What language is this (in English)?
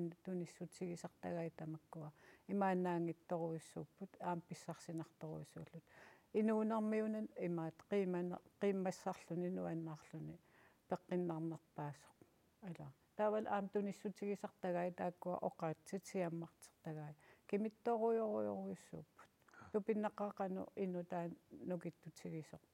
Kalaallisut